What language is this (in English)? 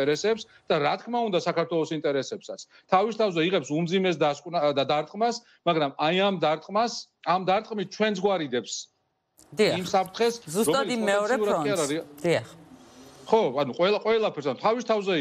Georgian